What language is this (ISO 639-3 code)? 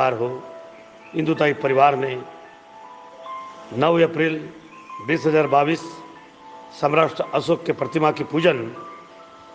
hin